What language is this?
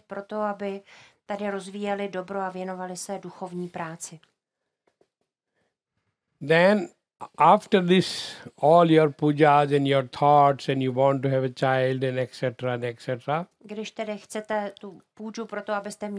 Czech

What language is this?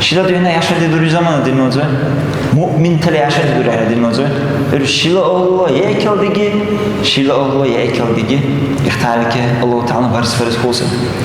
Dargwa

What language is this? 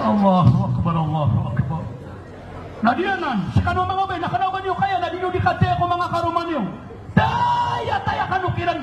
Maranao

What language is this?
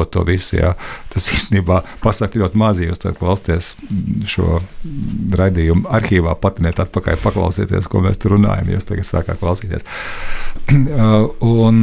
Latvian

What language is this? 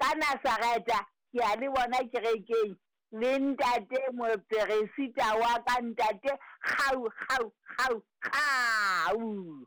Southern Sotho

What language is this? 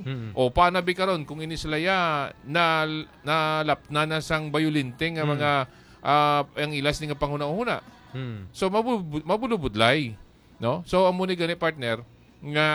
Hiligaynon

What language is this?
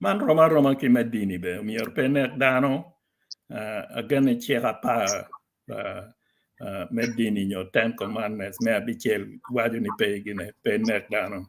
Acoli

